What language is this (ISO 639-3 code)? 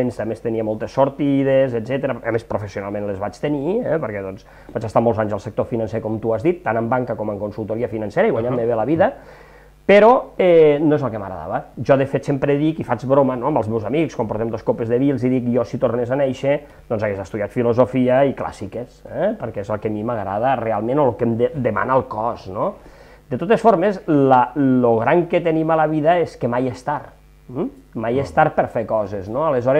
cat